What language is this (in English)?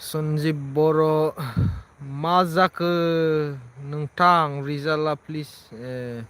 Bodo